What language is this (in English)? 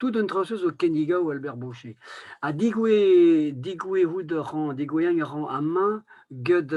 Breton